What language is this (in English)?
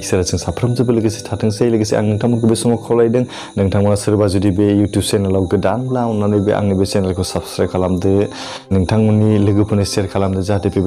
Bodo